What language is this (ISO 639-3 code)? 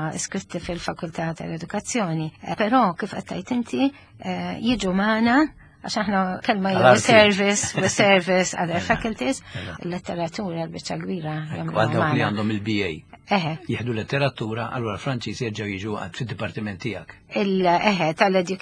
mlt